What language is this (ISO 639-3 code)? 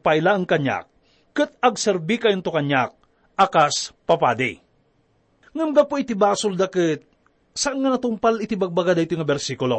ilo